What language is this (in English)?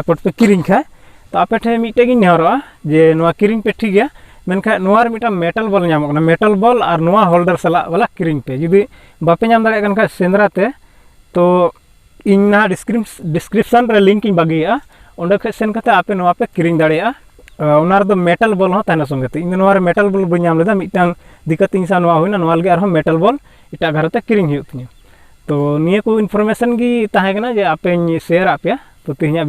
Santali